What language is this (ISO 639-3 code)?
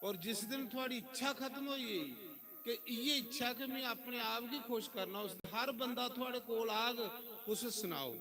doi